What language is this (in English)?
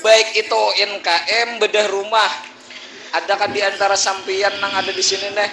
Banjar